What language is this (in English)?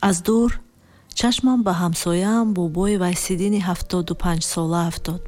Tajik